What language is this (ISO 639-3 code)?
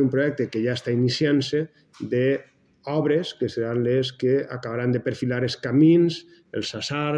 cat